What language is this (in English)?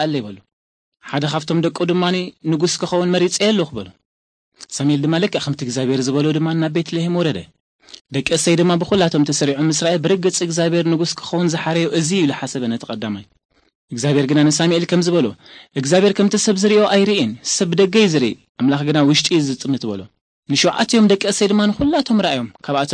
Tigrinya